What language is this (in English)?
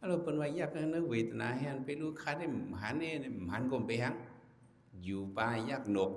Shan